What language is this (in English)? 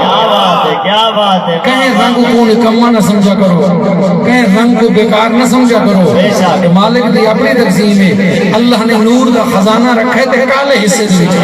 Saraiki